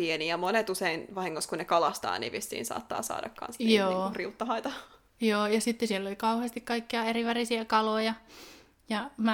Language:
Finnish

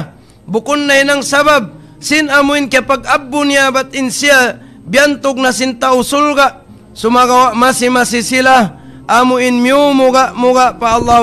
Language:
Tausug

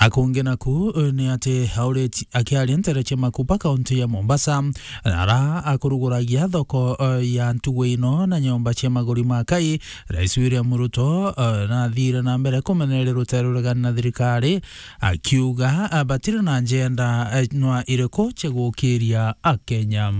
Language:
Meru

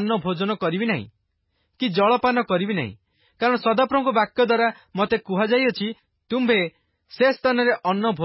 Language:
Odia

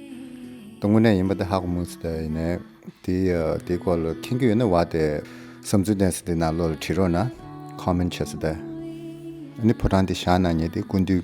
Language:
Tibetan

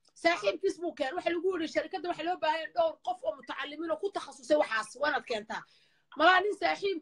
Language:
Somali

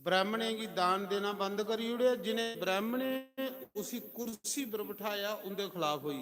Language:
Dogri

